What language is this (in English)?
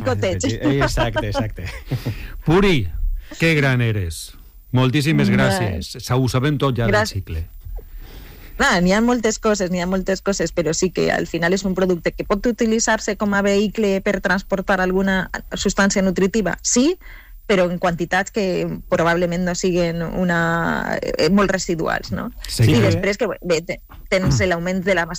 Catalan